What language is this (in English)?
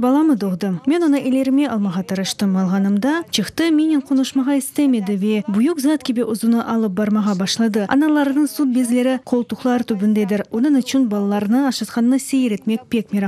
Crimean Tatar